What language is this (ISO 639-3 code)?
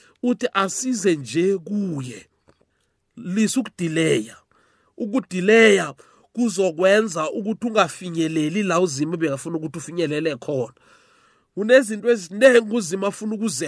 nbl